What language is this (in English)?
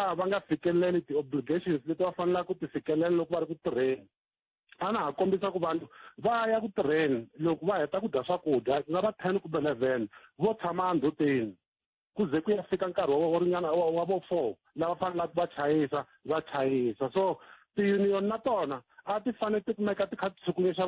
Tsonga